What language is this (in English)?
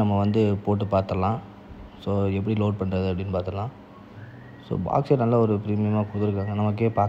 Tamil